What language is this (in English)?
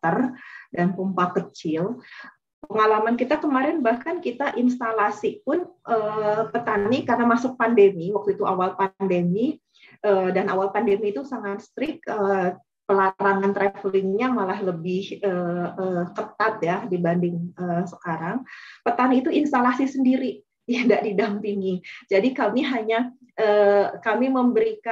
Indonesian